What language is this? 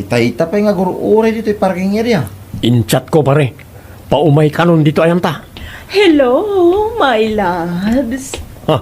Iloko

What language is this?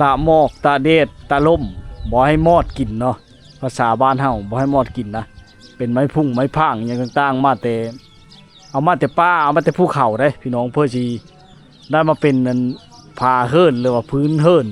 Lao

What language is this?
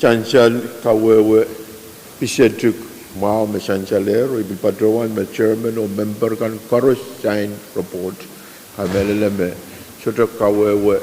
Pohnpeian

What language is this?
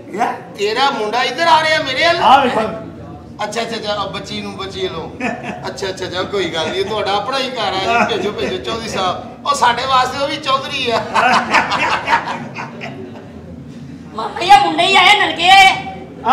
Punjabi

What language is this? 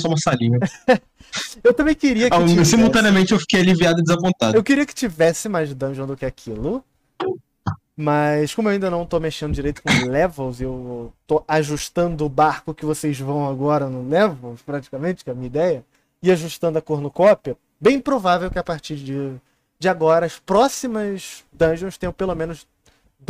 Portuguese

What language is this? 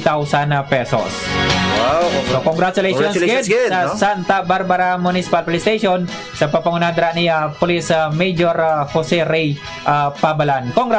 Hiligaynon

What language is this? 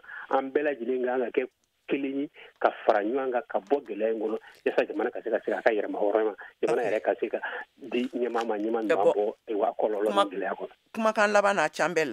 Bambara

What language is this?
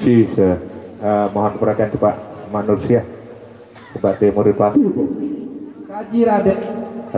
Sasak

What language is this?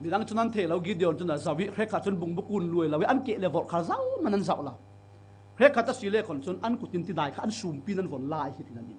Falam Chin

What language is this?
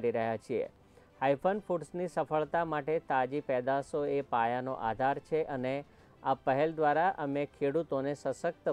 Gujarati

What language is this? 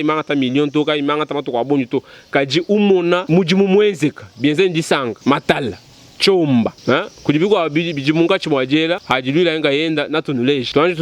Luba-Lulua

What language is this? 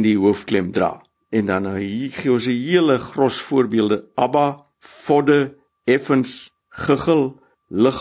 Afrikaans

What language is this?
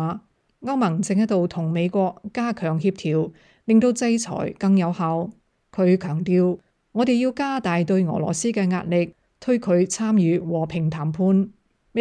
Cantonese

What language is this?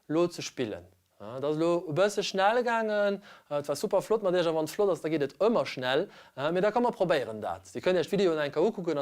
Luxembourgish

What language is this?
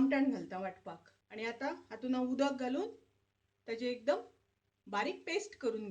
Konkani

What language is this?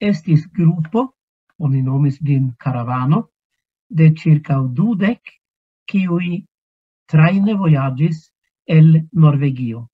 Esperanto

